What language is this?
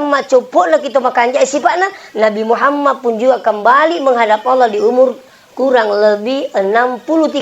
Buginese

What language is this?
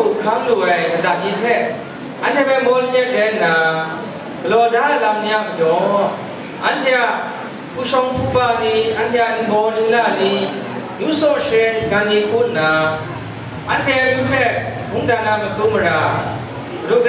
Kachin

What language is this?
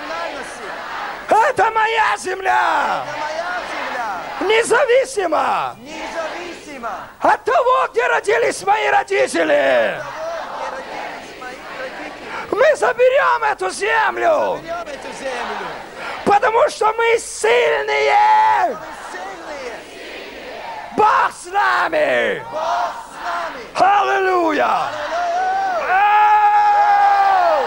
Russian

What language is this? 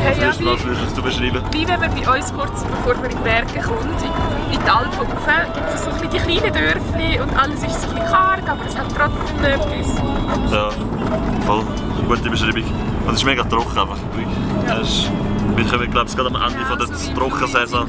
Swiss German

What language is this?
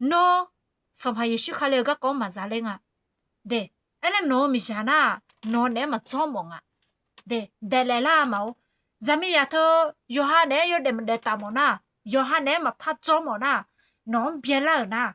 Akha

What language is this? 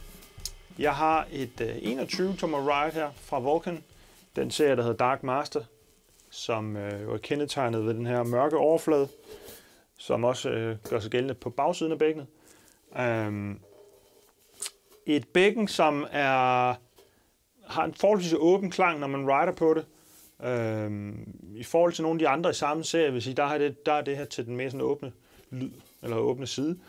Danish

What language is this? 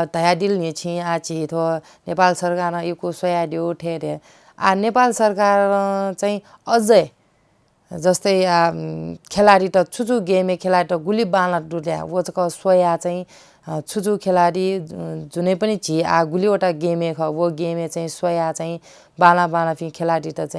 Newari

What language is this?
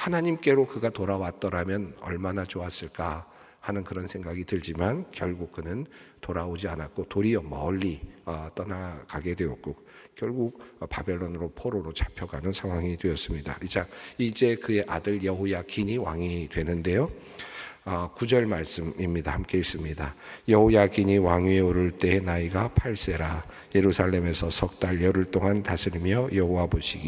Korean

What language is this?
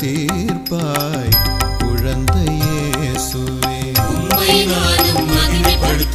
Tamil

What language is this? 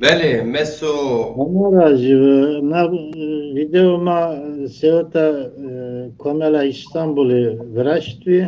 Zaza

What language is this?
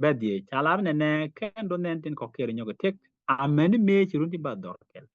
Nuer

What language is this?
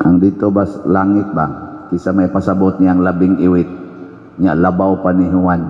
Cebuano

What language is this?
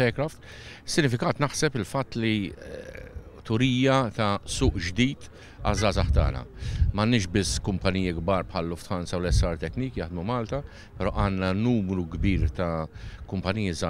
Maltese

